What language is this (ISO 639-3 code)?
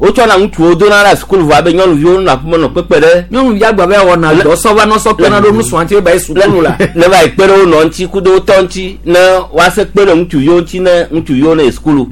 gej